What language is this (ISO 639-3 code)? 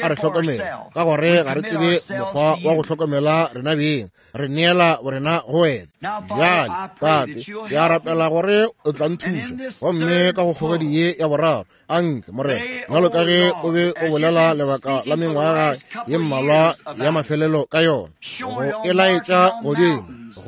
nso